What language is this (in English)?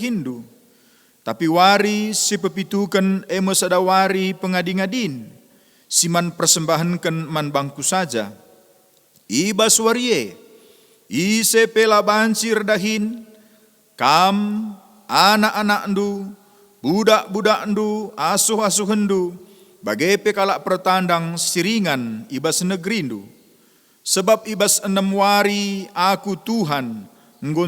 Batak Karo